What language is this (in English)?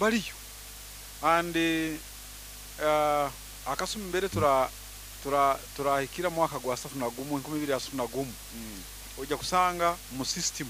Nyoro